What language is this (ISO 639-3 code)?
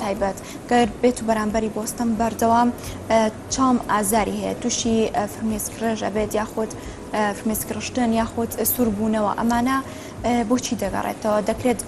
ckb